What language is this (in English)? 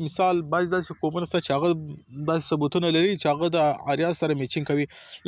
Pashto